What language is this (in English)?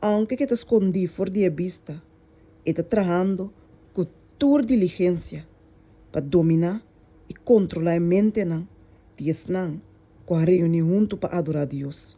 Papiamento